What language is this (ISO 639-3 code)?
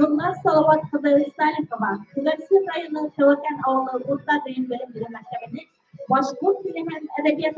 bak